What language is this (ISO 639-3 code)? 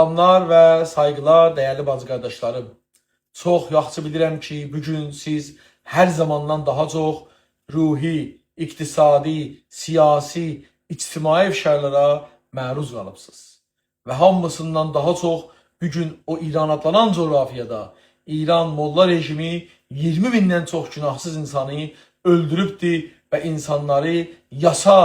azb